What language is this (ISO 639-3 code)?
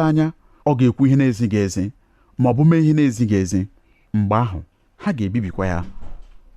ibo